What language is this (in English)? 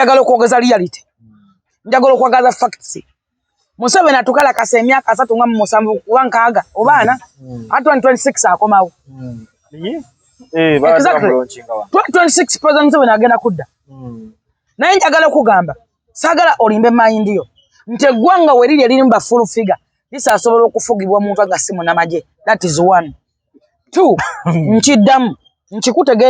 Ganda